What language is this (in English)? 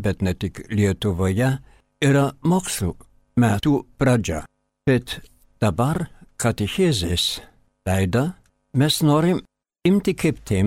Lithuanian